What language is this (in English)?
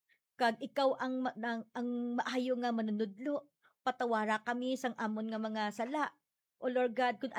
Hiligaynon